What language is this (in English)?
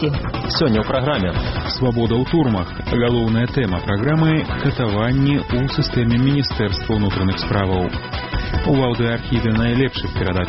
Belarusian